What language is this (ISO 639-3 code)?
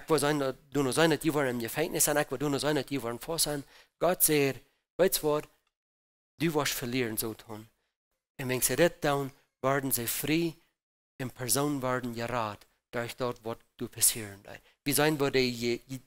pdt